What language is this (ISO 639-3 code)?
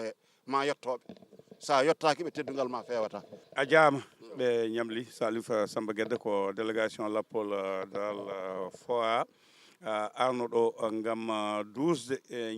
ful